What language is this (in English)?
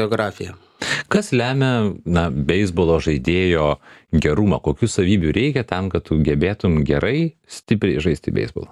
Lithuanian